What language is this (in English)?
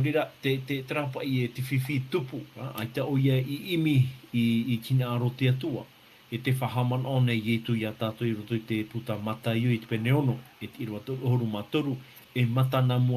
Tahitian